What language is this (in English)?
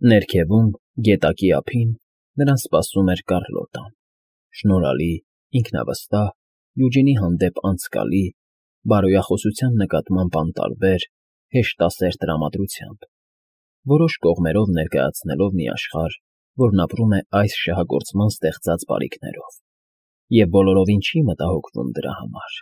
Armenian